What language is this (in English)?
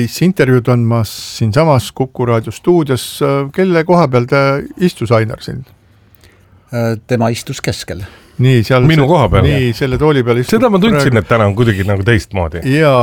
Estonian